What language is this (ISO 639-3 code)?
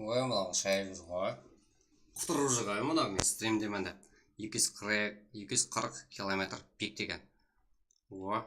kaa